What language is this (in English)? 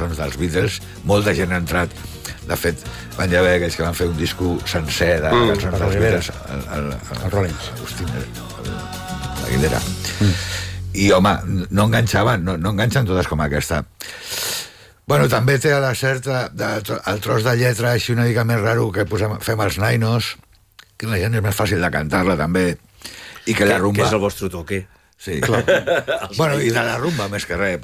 Catalan